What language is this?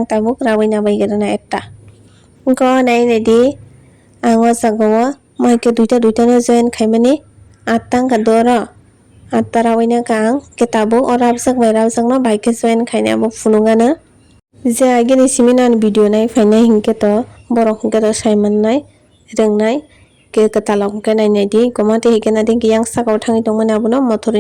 Kok Borok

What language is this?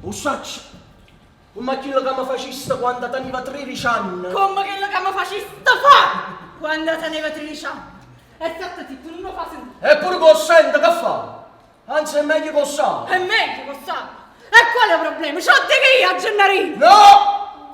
Neapolitan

